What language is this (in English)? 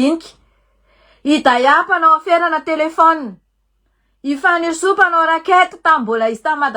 Malagasy